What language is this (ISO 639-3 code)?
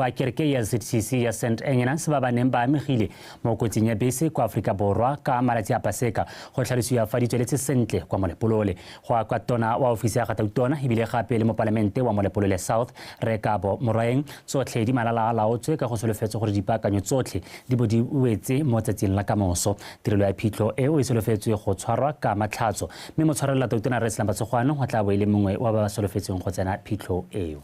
tsn